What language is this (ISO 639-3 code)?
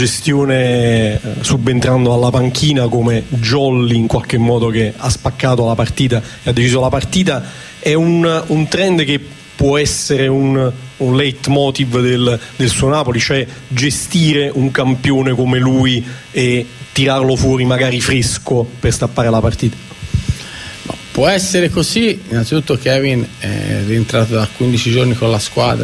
ita